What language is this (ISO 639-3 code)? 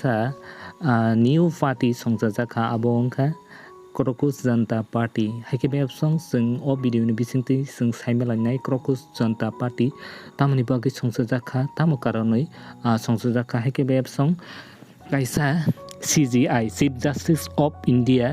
trp